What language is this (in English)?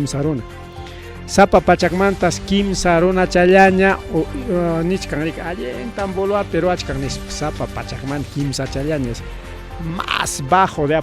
Ayacucho Quechua